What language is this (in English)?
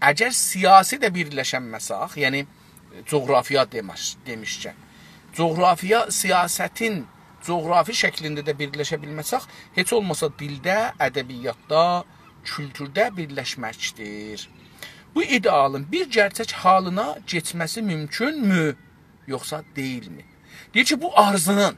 South Azerbaijani